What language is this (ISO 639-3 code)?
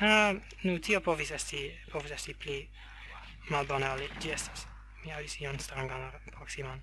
epo